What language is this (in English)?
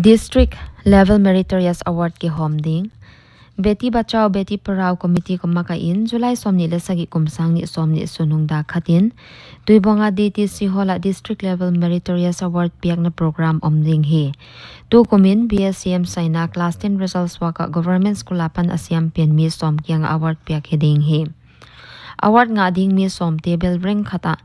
Paite Chin